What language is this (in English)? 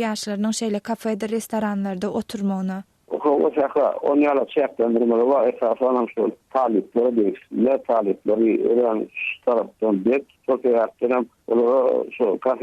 Turkmen